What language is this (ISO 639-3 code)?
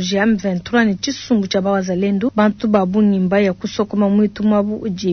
lua